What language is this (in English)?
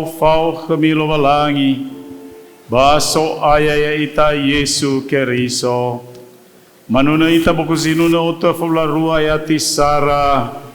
Nias